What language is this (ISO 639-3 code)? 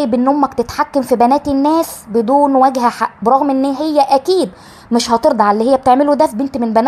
arz